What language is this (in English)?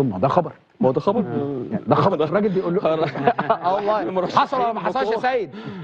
Egyptian Arabic